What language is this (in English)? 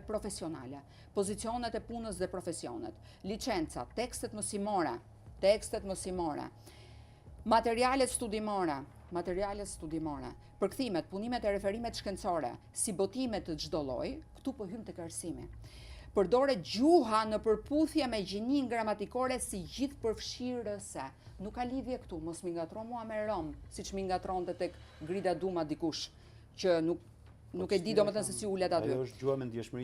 Albanian